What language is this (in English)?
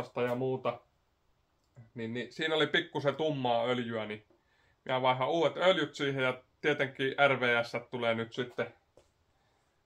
Finnish